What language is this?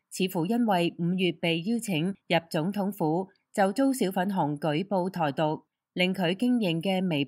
Cantonese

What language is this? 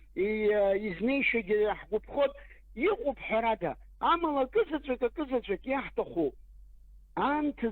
Abkhazian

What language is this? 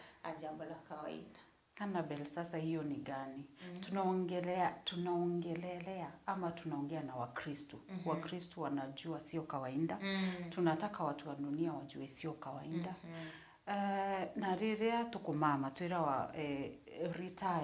Meru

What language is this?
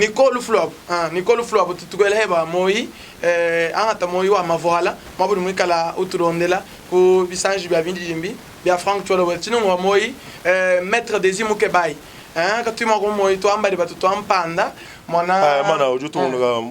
Luba-Lulua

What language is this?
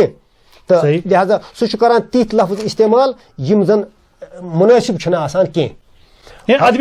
Kashmiri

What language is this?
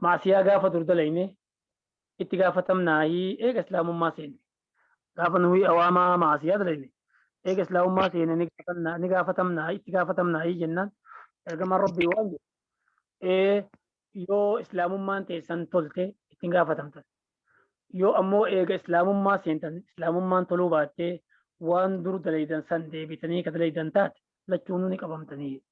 Oromo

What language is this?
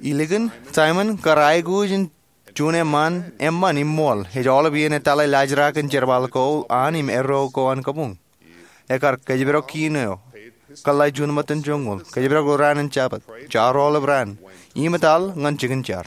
Marshallese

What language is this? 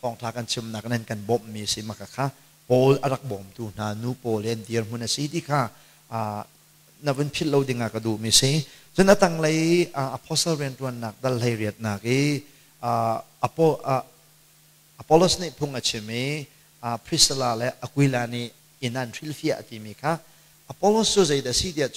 Hakha Chin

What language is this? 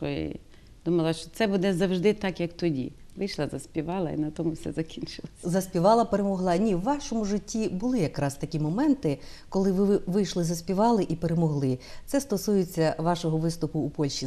Ukrainian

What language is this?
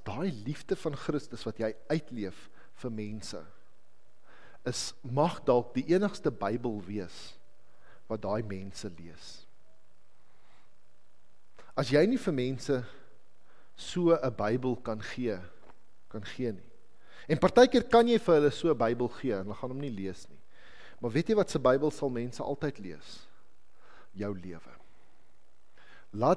Afrikaans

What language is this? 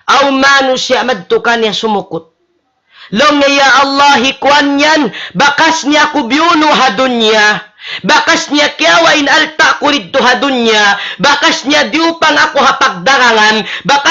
Tausug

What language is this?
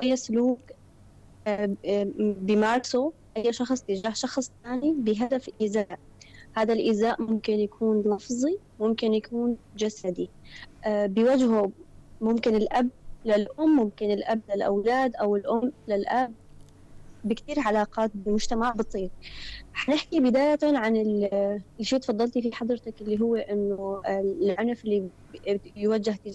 North Levantine Arabic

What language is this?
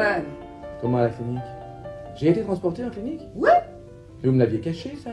French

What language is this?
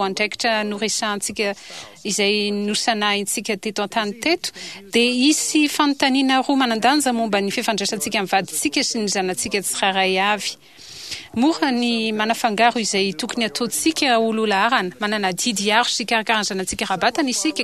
Malagasy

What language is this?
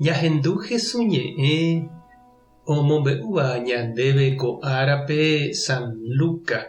Guarani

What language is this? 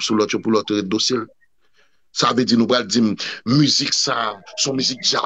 Haitian Creole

